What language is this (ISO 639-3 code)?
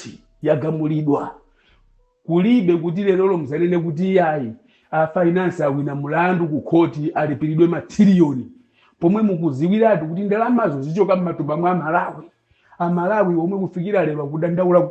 nya